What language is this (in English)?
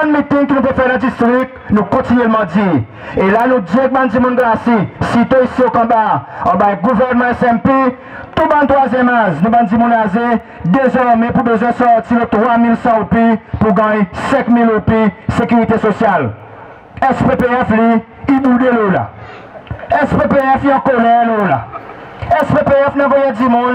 Seselwa Creole French